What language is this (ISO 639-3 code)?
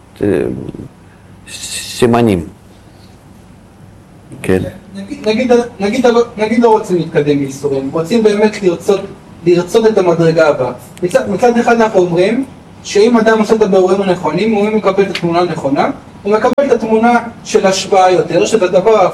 heb